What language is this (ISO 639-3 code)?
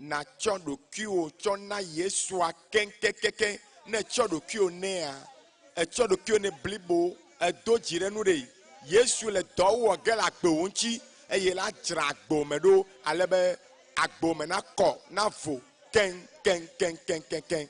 ewe